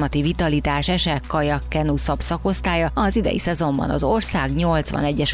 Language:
Hungarian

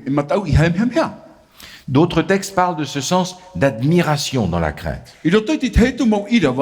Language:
Tahitian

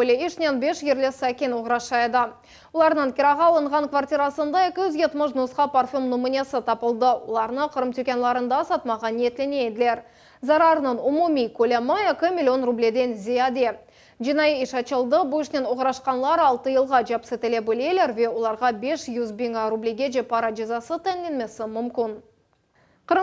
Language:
Crimean Tatar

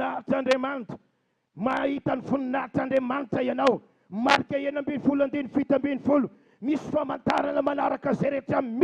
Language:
Malagasy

